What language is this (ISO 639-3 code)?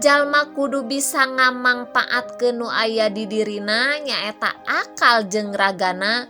sun